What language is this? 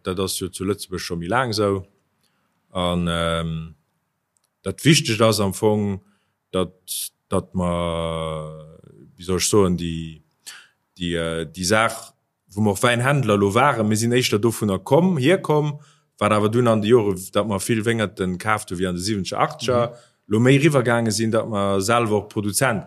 Luxembourgish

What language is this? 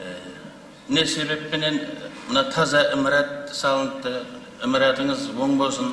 Kara-Kalpak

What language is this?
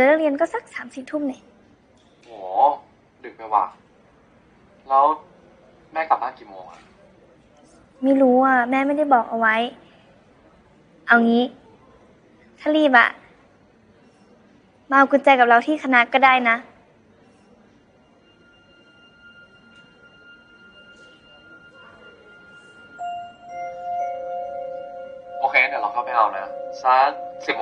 Thai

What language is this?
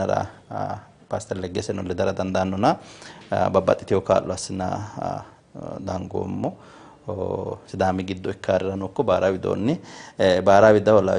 Sidamo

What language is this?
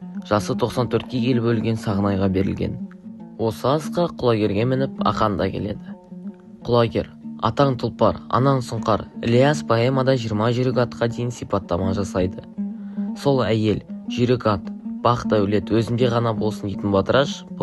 Kazakh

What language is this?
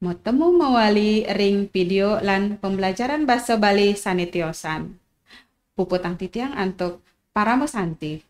Balinese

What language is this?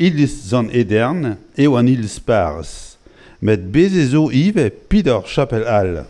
Breton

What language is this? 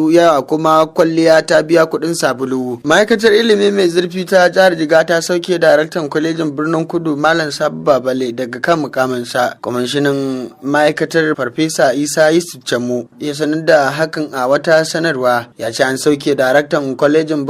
Hausa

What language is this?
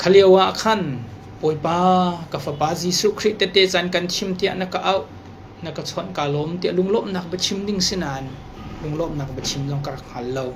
Hakha Chin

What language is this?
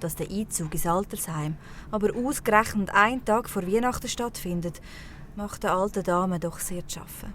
Swiss German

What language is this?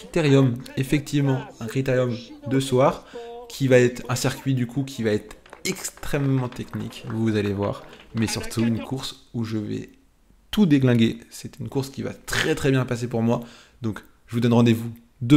French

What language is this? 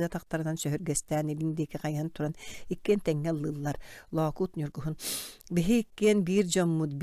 Yakut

